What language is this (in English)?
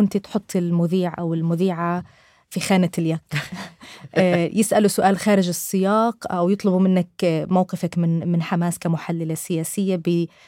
North Levantine Arabic